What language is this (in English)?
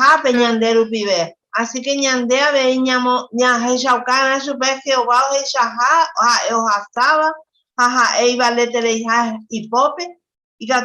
Guarani